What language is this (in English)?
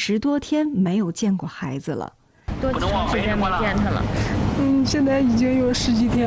Chinese